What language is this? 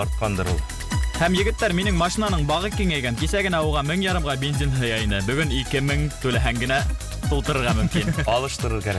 Bashkir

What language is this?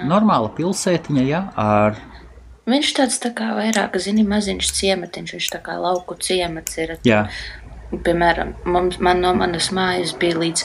Latvian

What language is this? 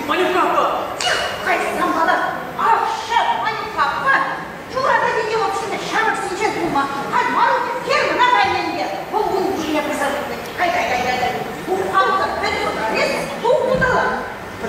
Chuvash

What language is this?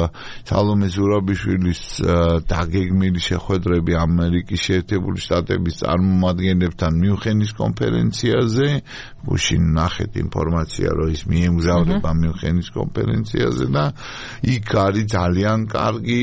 Georgian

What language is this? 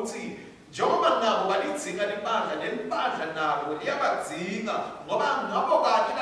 Swati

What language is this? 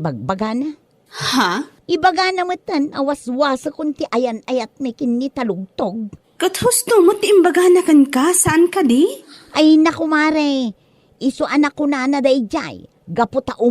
Iloko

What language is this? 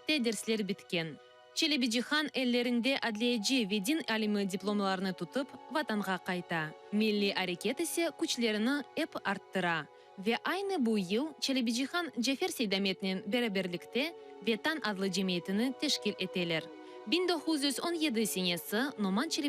Crimean Tatar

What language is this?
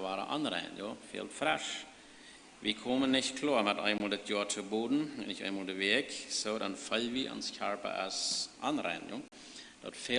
Plautdietsch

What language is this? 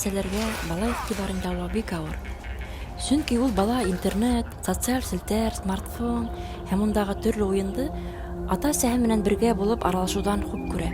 Bashkir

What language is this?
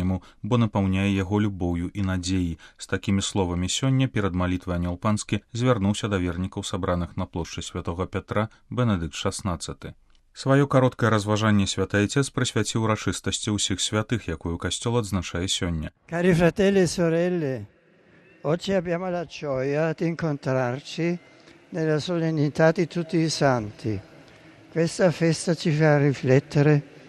Belarusian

